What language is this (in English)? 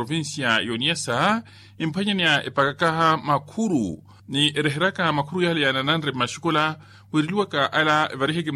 Makhuwa